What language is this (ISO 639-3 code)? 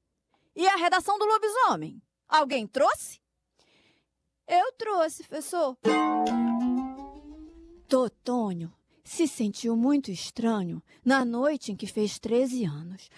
por